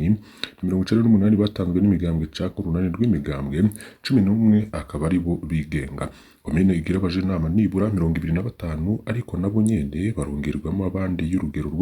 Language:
Rundi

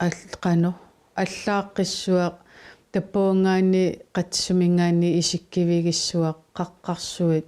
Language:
Kalaallisut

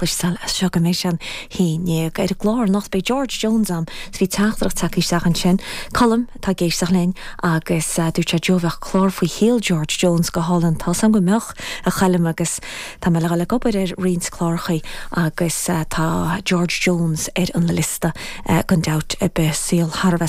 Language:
Irish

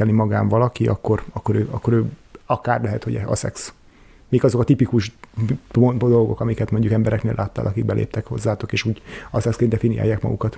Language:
Hungarian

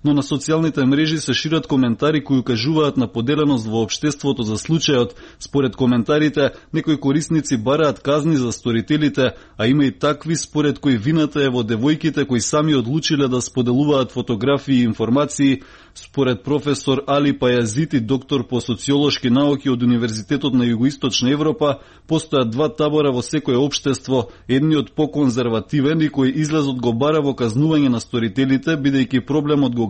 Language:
Macedonian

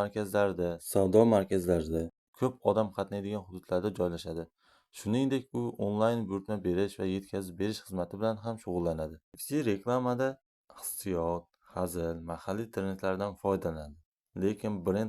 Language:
Uzbek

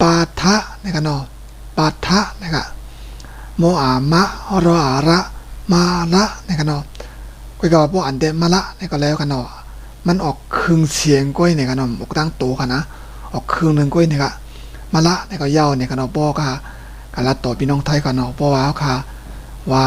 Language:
Shan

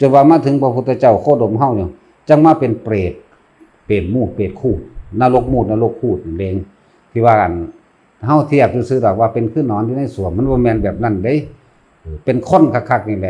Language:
Northeastern Thai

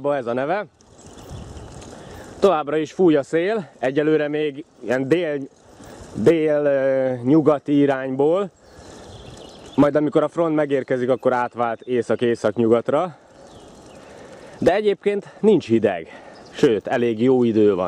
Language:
Hungarian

